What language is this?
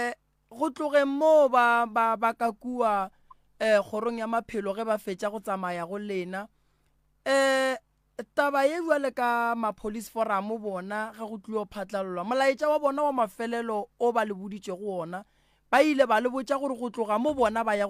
Northern Sotho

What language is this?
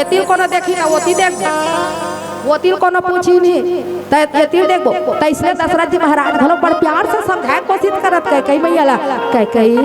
Chhattisgarhi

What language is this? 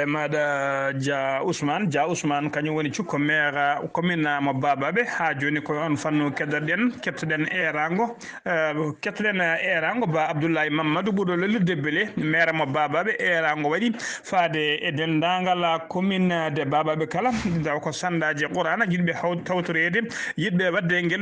Fula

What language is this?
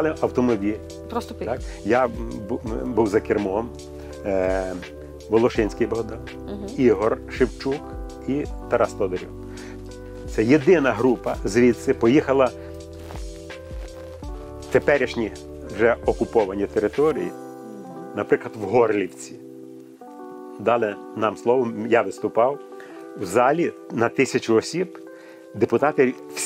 Ukrainian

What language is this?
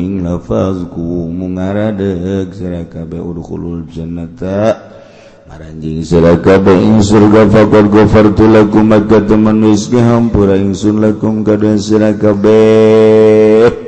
Sundanese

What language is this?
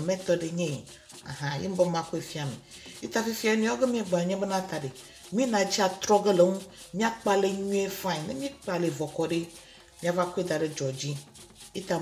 Ewe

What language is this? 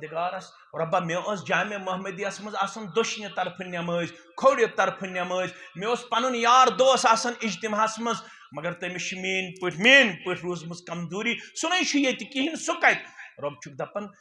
Kashmiri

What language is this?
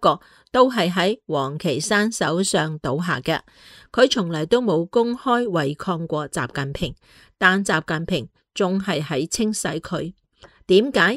Cantonese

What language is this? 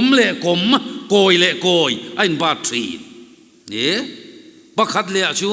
Mizo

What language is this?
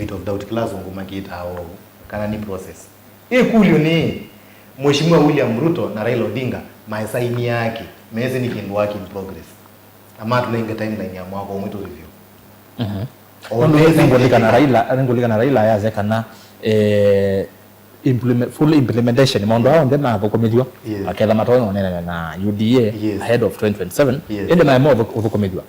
Kamba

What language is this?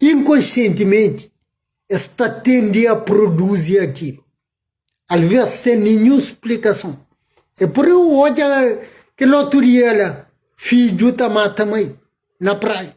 Kabuverdianu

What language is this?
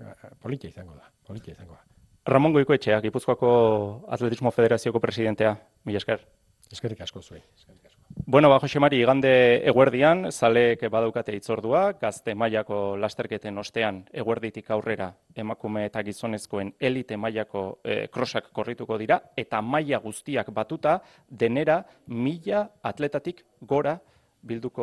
Basque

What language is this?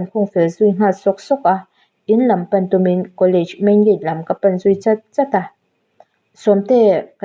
Mizo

